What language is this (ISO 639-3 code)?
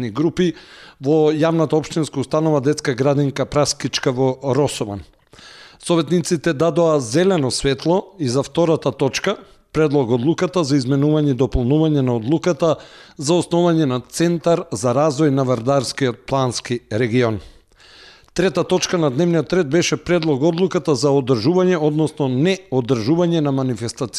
mkd